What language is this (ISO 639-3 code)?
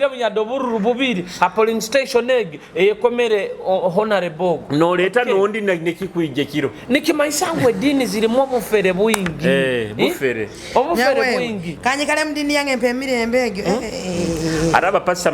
nyo